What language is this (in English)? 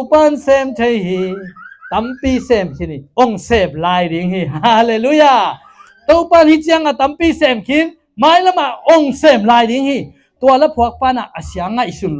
Tedim Chin